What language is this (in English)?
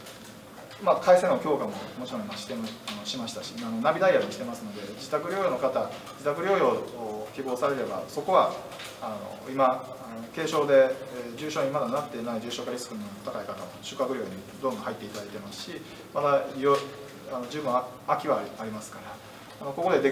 Japanese